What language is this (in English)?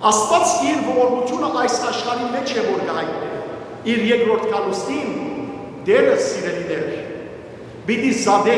Western Armenian